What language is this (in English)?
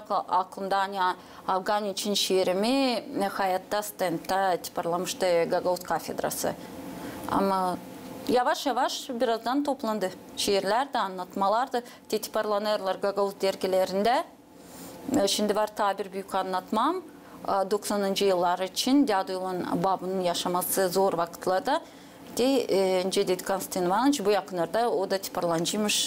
Gagauz